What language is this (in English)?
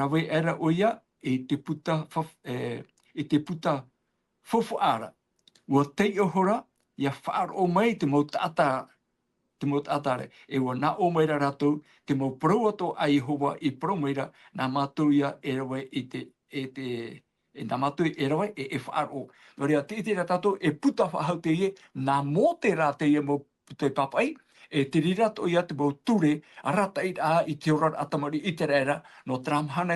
Tahitian